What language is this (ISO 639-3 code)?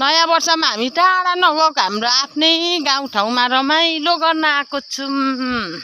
nep